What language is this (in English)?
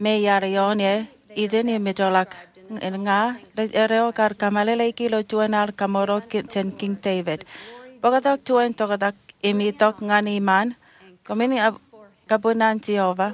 Marshallese